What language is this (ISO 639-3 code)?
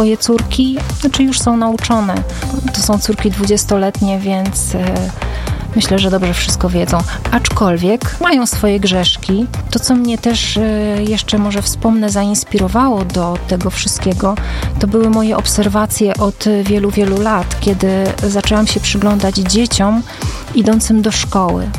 pol